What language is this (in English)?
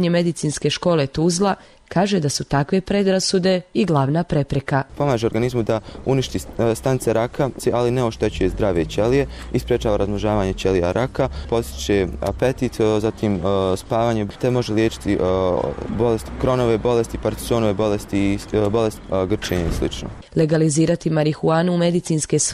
Bosnian